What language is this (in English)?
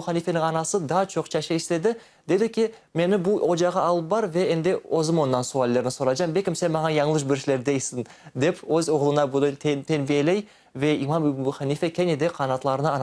Crimean Tatar